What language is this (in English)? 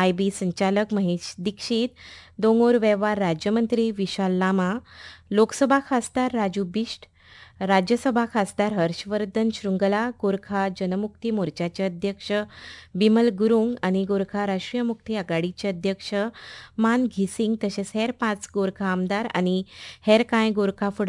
Konkani